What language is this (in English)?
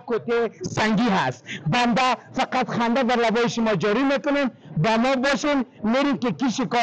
Persian